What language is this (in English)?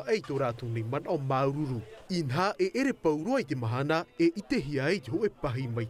Tahitian